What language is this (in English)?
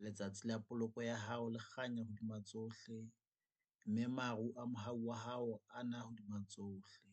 Southern Sotho